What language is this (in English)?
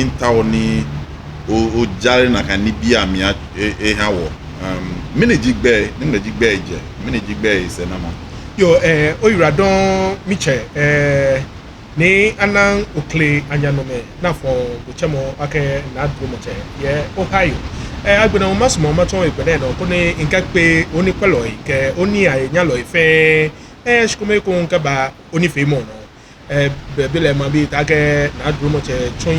Ga